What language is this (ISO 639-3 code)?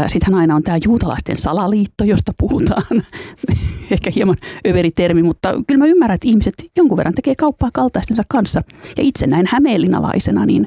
fin